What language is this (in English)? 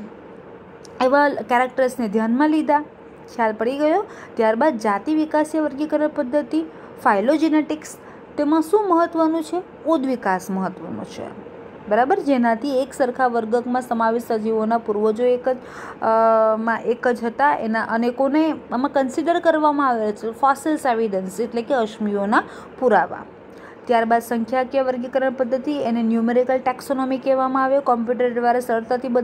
Gujarati